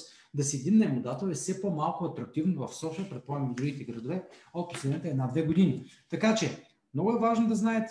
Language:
Bulgarian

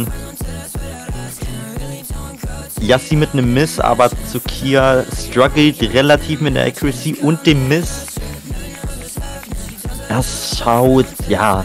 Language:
German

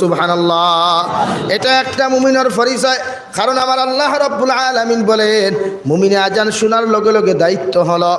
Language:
Sylheti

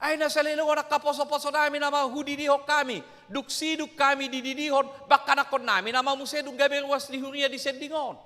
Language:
Batak Toba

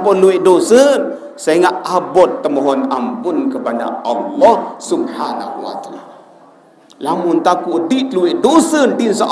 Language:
Sasak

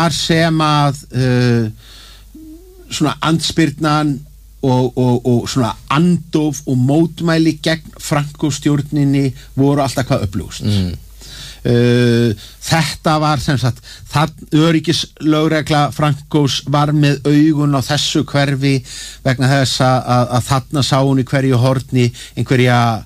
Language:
Icelandic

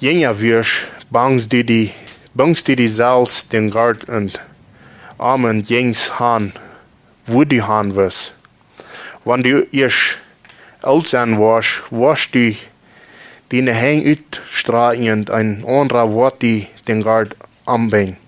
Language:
Plautdietsch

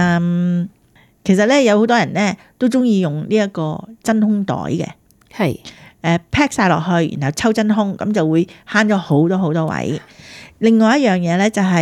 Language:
Cantonese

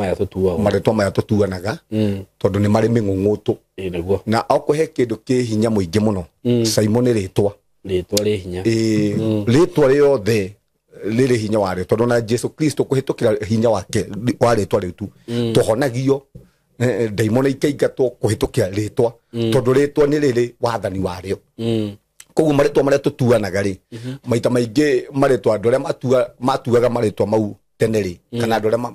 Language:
Kikuyu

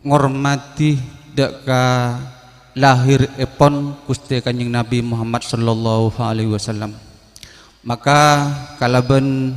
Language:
Madurese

